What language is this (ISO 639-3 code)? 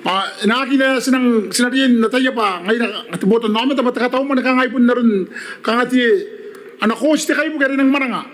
gil